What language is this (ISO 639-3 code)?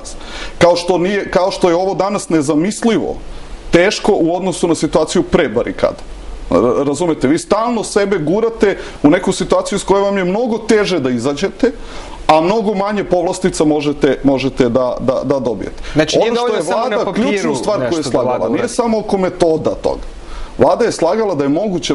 srp